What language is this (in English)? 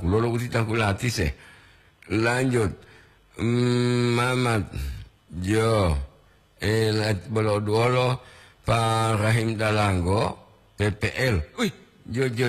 Gorontalo